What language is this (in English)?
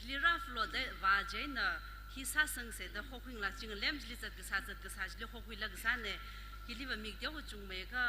Tangkhul Naga (India)